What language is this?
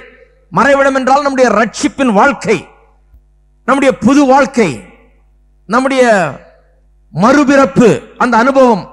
Tamil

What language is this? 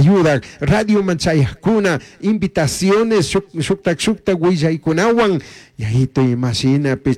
Chimborazo Highland Quichua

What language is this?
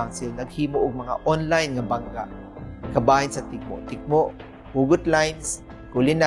Cebuano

